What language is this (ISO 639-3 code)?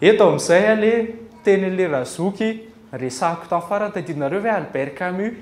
mlg